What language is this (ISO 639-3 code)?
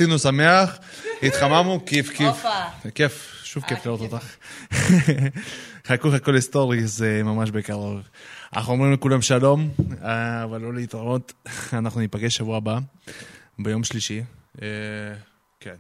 heb